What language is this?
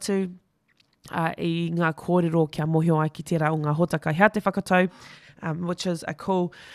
Māori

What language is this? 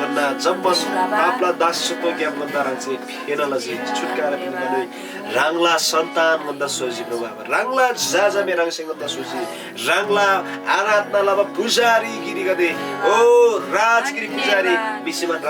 Eastern Tamang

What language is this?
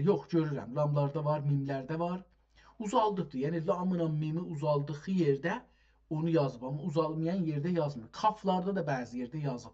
South Azerbaijani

